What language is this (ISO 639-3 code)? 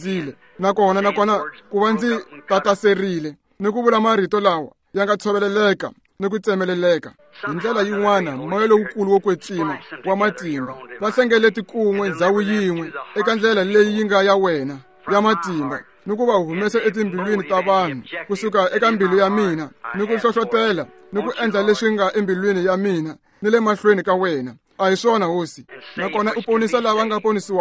tso